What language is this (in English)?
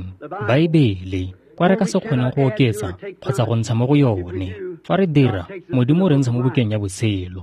Tswana